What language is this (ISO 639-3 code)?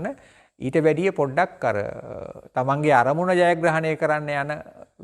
sin